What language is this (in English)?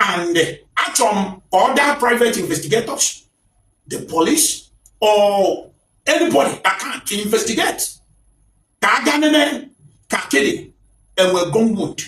Igbo